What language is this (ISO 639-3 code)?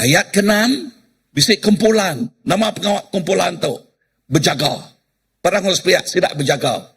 iba